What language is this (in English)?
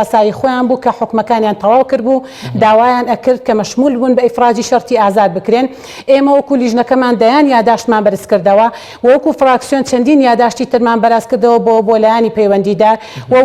Central Kurdish